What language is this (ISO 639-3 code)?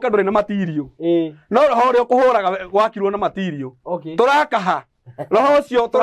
kik